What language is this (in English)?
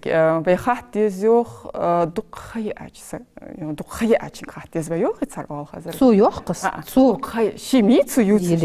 Ingush